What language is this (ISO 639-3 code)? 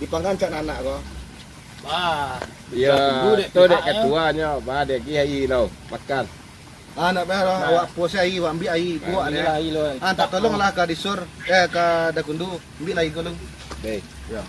min